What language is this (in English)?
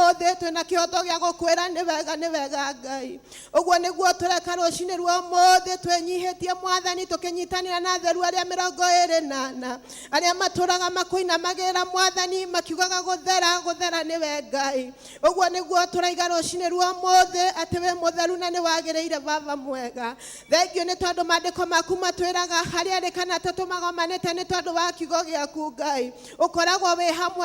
Kikuyu